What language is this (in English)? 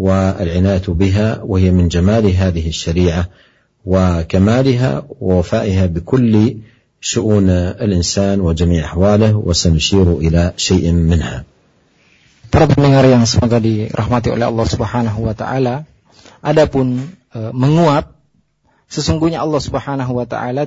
Indonesian